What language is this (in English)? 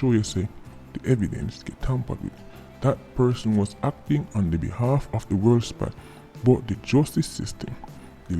Jamaican Creole English